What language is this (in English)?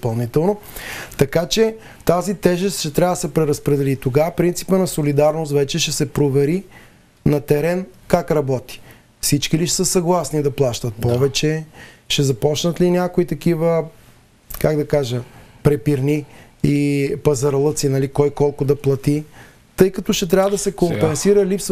Bulgarian